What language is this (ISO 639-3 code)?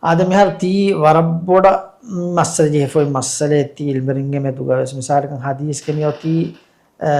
div